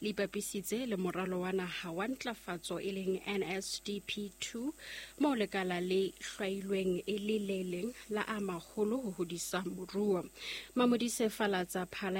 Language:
Southern Sotho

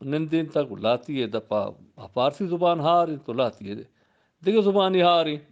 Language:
Eastern Balochi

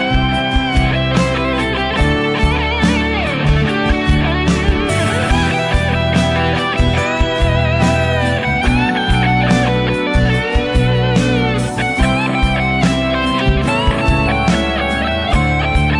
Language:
Akha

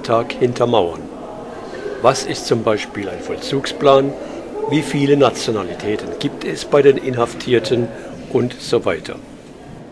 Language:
German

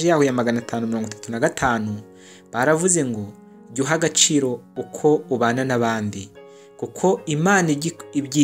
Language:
Kinyarwanda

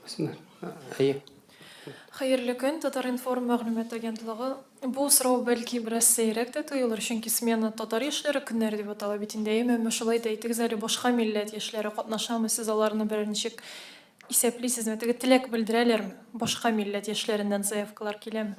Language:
Tatar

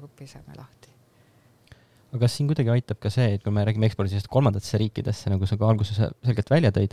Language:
Estonian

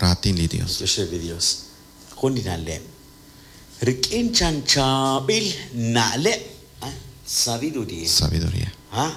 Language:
Kekchí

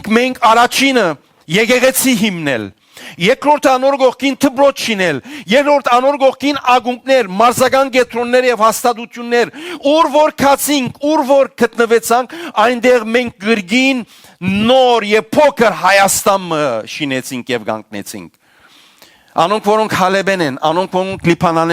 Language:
Western Armenian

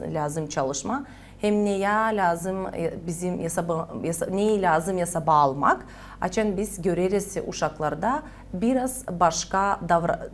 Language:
Gagauz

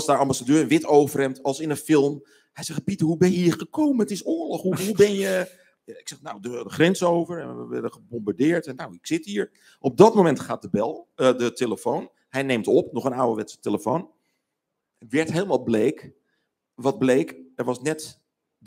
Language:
Dutch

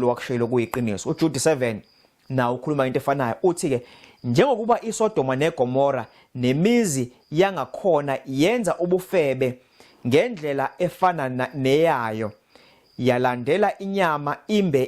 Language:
Zulu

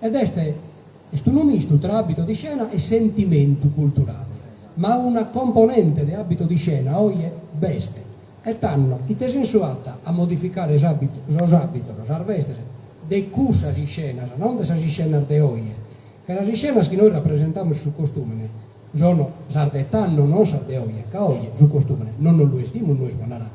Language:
Sardinian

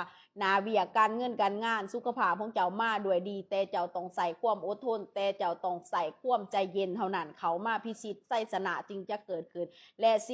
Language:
Lao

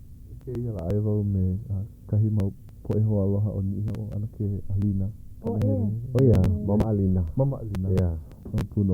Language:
Hawaiian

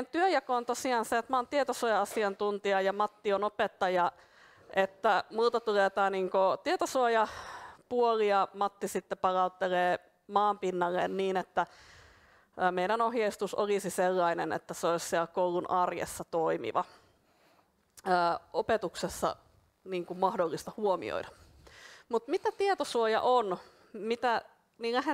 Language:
Finnish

